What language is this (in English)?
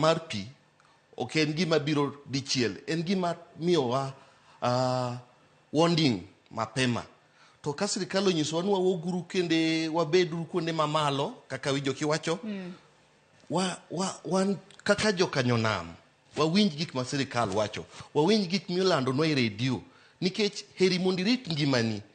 Luo (Kenya and Tanzania)